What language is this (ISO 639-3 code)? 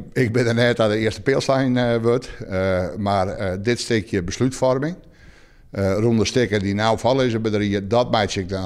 fry